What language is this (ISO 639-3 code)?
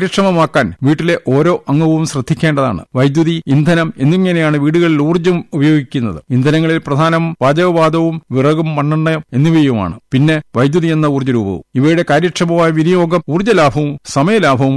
mal